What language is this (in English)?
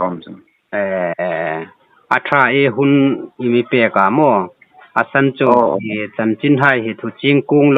Hmar